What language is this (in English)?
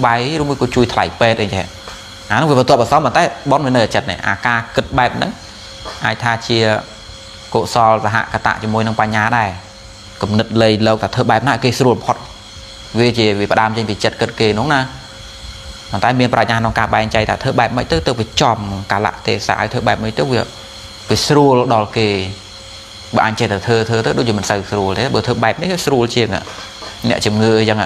Khmer